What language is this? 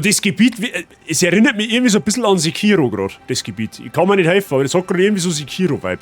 Bavarian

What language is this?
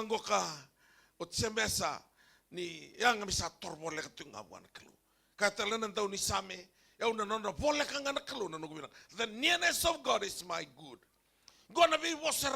Fijian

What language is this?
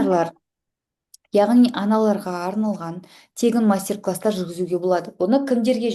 Kazakh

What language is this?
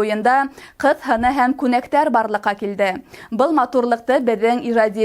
Bashkir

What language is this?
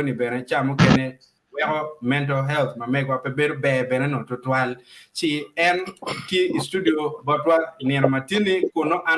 Acoli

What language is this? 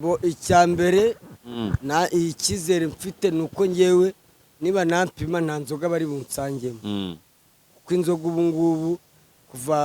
Kinyarwanda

